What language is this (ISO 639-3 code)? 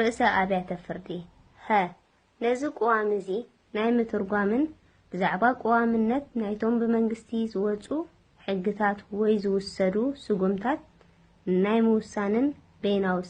tir